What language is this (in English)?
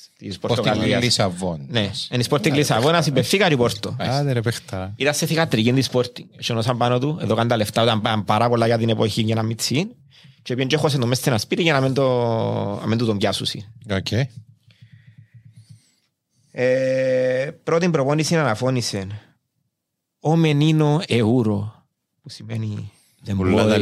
Greek